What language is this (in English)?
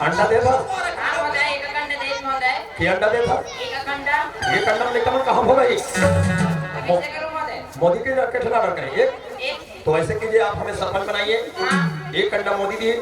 Chhattisgarhi